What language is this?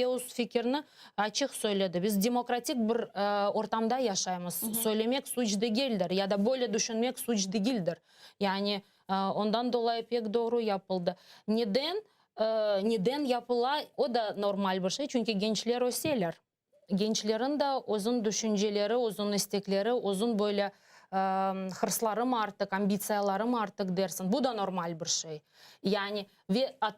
Crimean Tatar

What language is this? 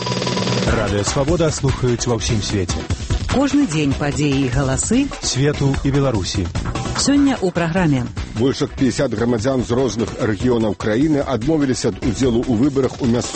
Belarusian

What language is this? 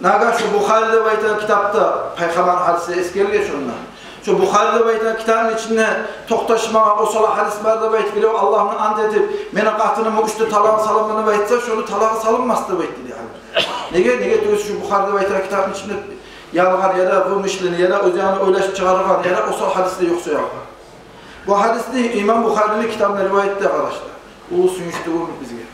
Kumyk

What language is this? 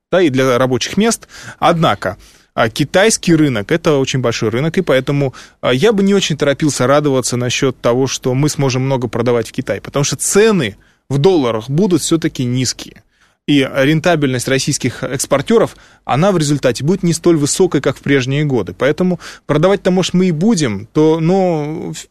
Russian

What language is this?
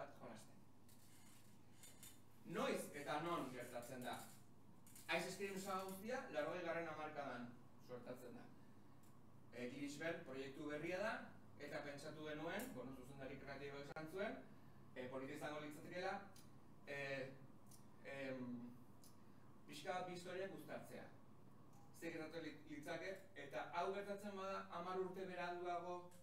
Basque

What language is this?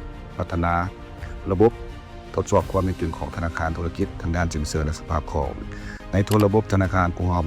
Lao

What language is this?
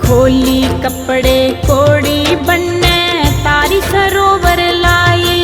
Dogri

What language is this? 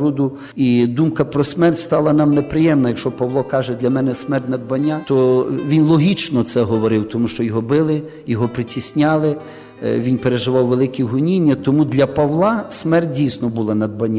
Ukrainian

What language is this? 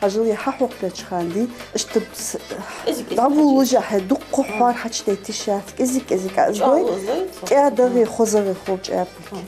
Ingush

